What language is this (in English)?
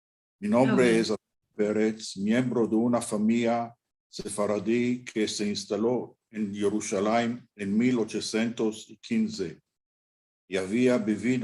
Ladino